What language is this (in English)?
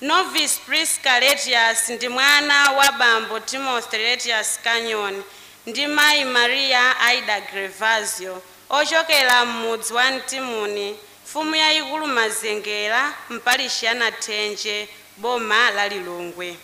Nyanja